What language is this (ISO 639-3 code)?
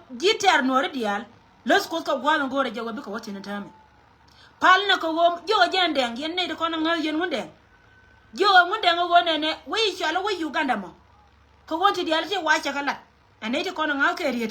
nus